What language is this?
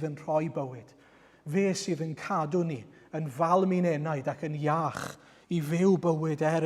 Welsh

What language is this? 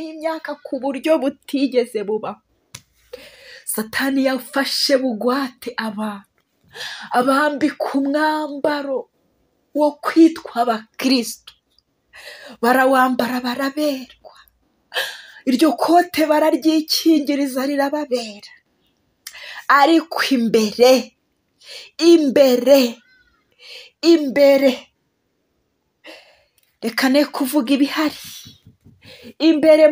Kinyarwanda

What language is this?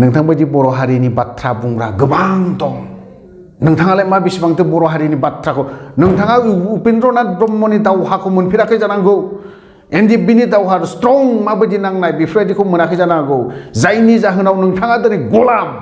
Bodo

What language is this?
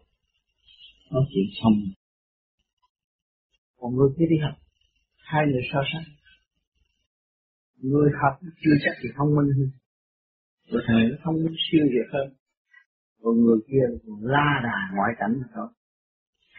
Vietnamese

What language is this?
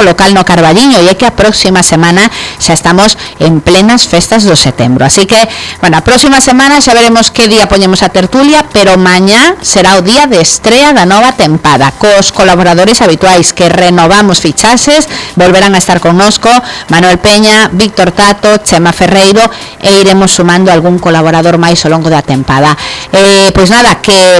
Galician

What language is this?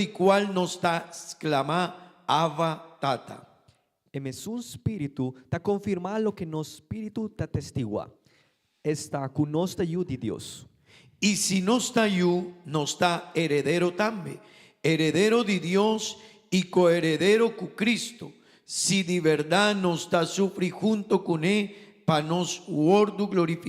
Papiamento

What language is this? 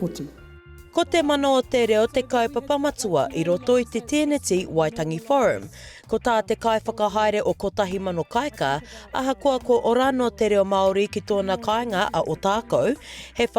Māori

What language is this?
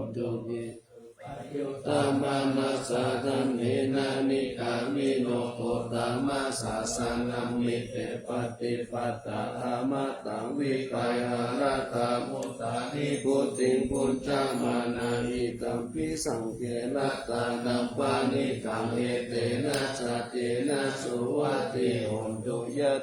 Pali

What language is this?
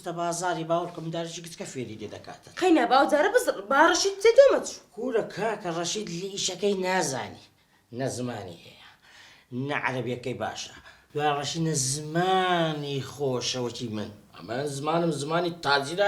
Central Kurdish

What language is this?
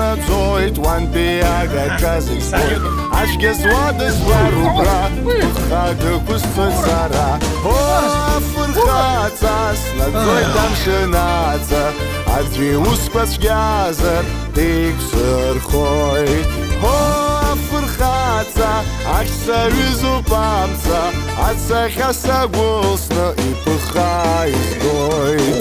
Abkhazian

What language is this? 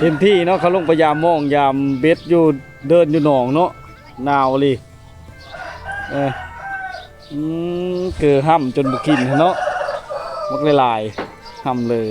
Lao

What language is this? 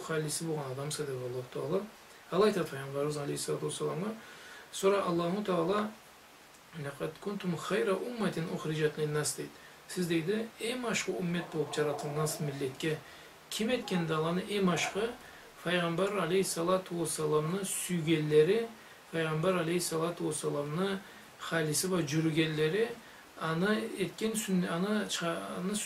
Karachay-Balkar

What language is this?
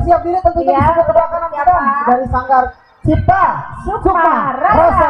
Betawi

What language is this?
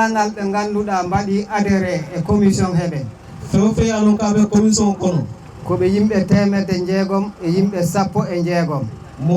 Fula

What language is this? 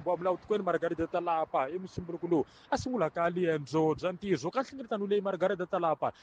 Tsonga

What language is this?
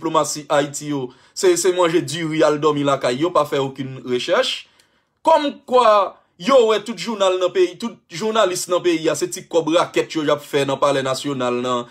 Haitian Creole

